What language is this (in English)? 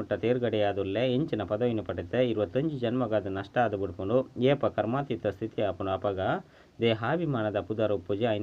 Tulu